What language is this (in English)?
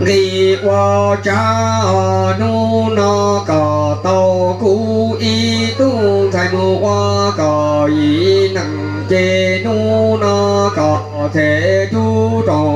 Hmong